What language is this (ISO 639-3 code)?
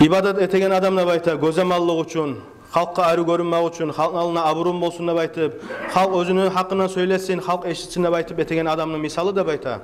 kum